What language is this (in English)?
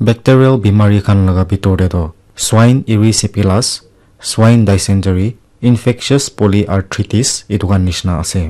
Naga Pidgin